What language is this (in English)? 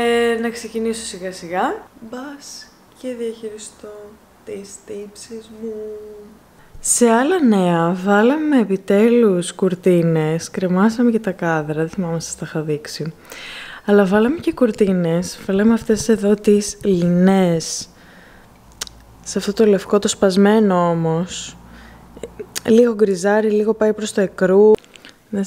Greek